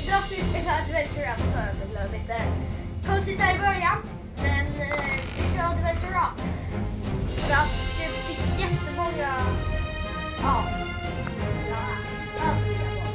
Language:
Swedish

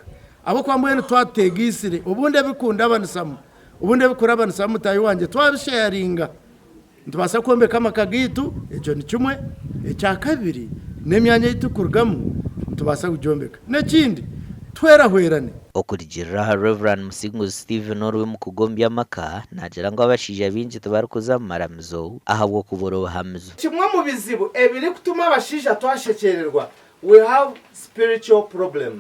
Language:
Nyankole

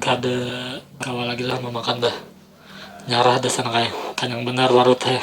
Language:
Banjar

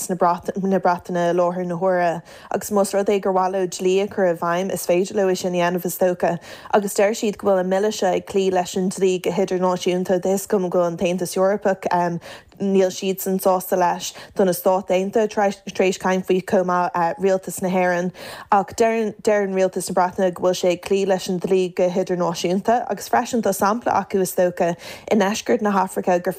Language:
Irish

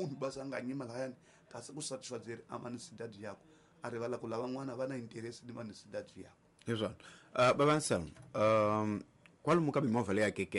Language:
Tsonga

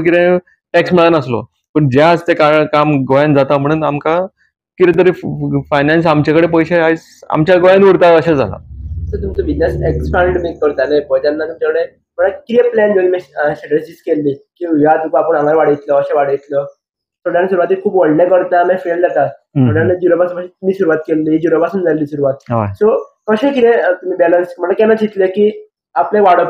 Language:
Konkani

